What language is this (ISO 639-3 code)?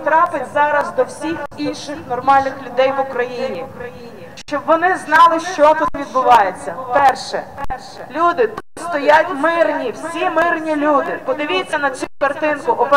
ukr